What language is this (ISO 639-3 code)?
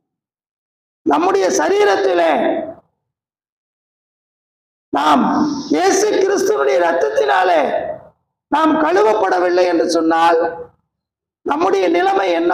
tam